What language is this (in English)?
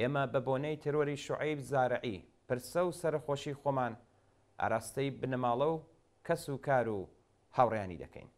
Central Kurdish